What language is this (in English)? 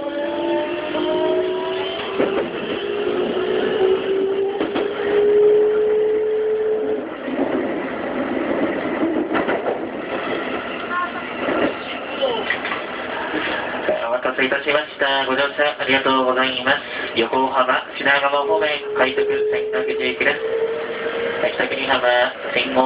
Japanese